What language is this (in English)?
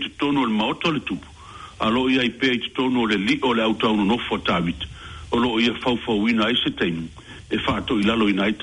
Samoan